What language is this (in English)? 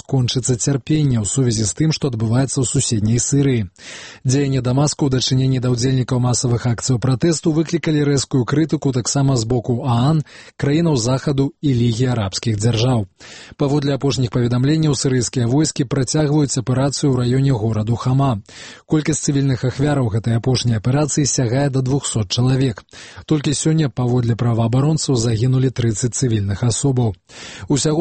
Belarusian